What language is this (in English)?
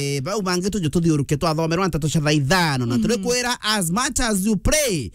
Meru